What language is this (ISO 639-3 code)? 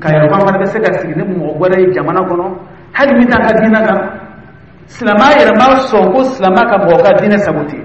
dyu